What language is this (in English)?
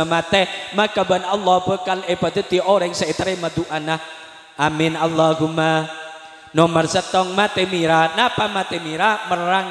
Madurese